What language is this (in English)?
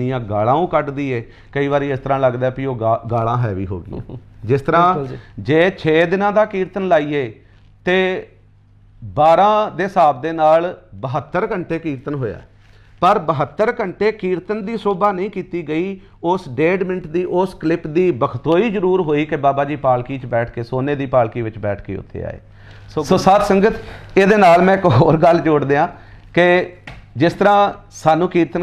Punjabi